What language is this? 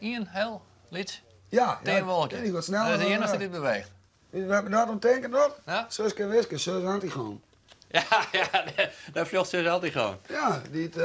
Western Frisian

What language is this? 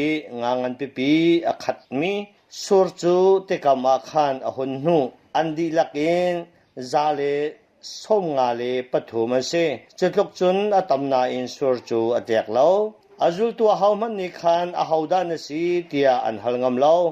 Hakha Chin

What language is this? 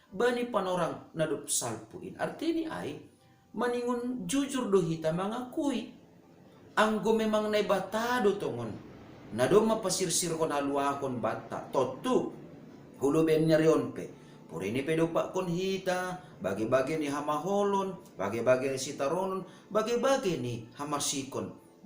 Batak Simalungun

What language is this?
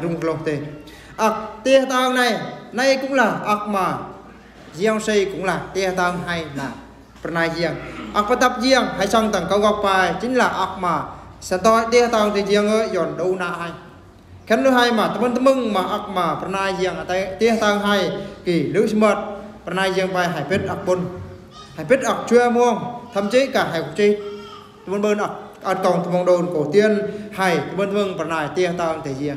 Eastern Bru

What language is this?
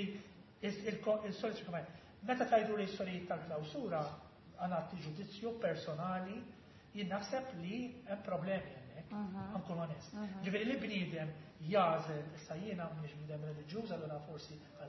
Maltese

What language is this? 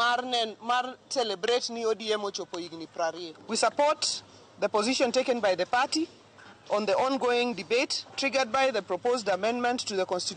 Luo (Kenya and Tanzania)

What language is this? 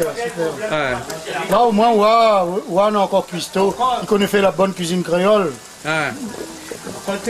Réunion Creole French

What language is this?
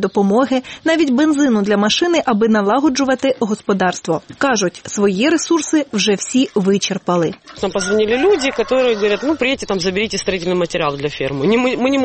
Ukrainian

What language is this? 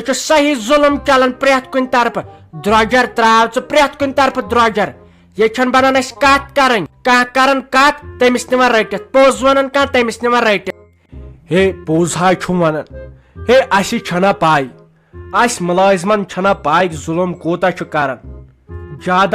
Kashmiri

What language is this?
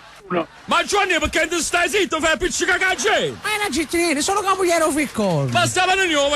Neapolitan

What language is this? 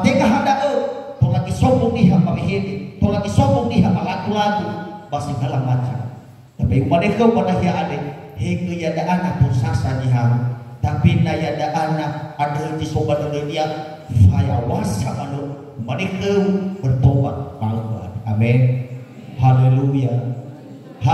Nias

